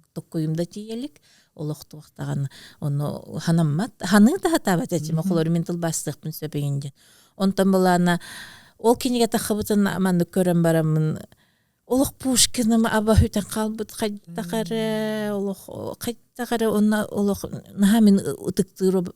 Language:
Yakut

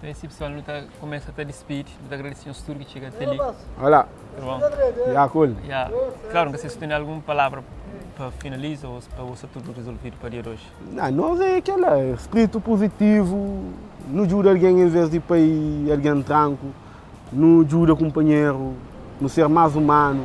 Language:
Kabuverdianu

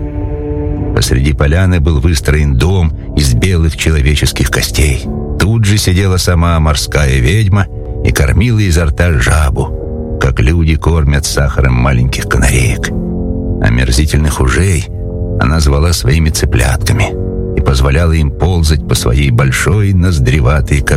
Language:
Russian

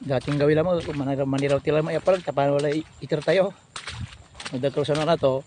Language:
Pangasinan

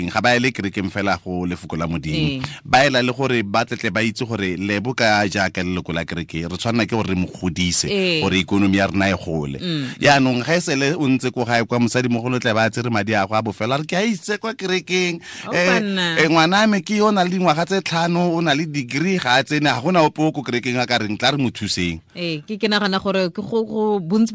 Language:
Tswana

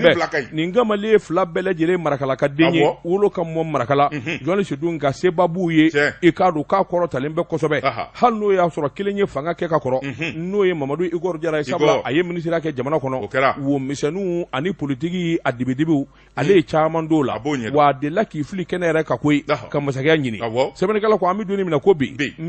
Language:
Bambara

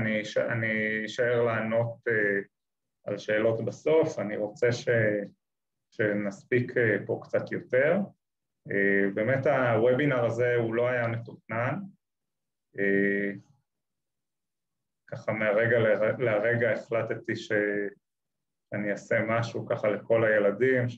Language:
Hebrew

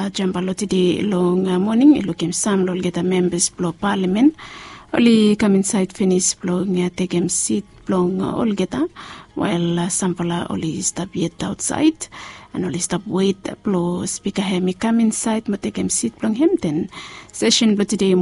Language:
Bislama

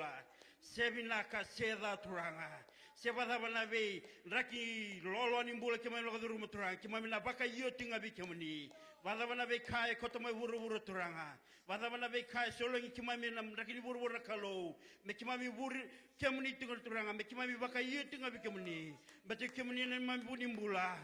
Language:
Fijian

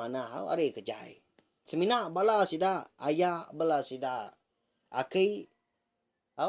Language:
Iban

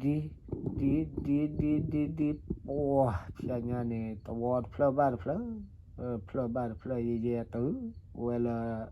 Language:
S'gaw Karen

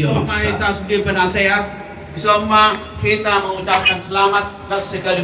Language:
Batak Toba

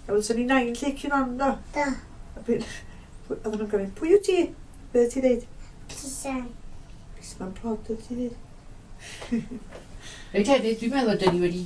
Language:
Welsh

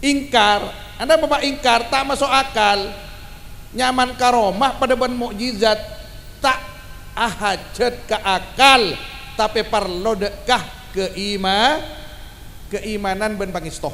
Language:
Madurese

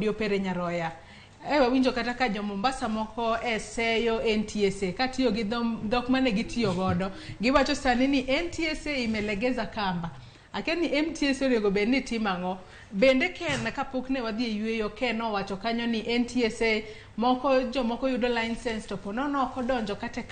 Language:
Luo (Kenya and Tanzania)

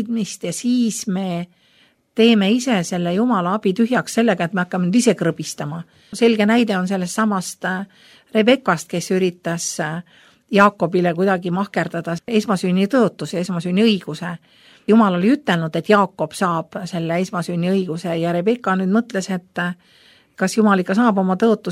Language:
Estonian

